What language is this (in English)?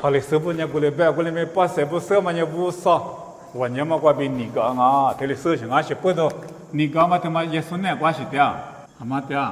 Lisu